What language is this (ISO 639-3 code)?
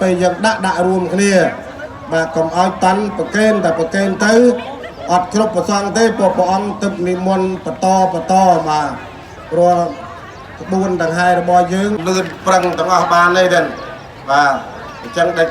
khm